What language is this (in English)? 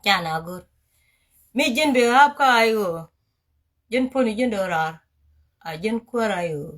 Nuer